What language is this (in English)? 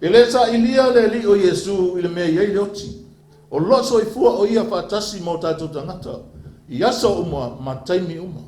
Samoan